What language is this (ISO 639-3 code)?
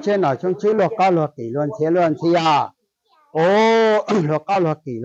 hmn